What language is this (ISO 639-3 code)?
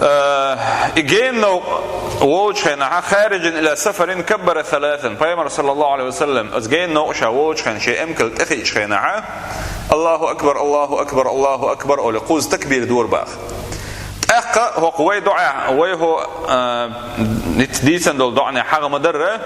che